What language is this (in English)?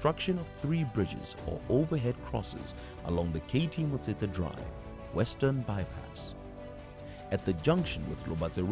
Tswana